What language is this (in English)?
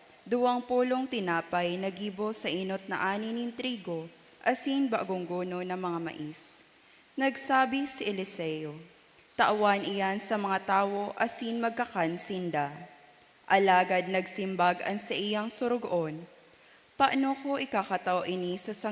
Bikol